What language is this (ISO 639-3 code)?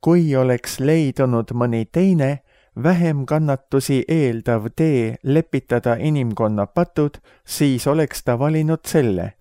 est